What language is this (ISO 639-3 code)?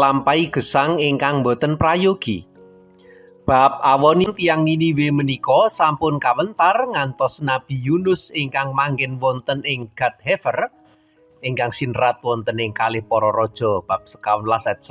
jav